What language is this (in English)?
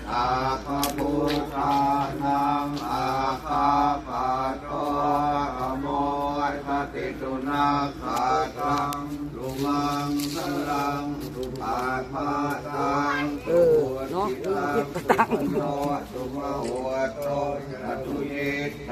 Pali